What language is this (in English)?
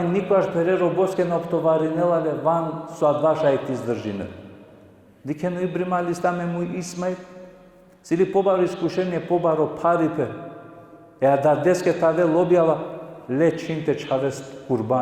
Balkan Romani